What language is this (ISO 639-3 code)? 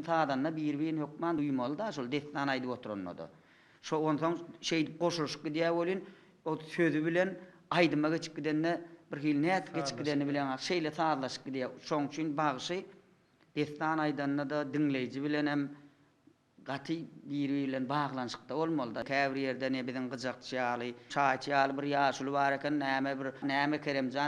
tuk